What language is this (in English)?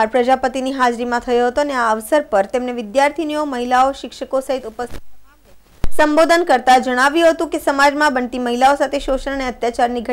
Gujarati